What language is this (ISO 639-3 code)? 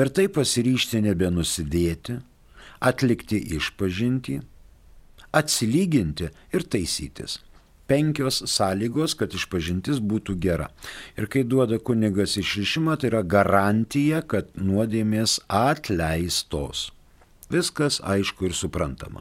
lit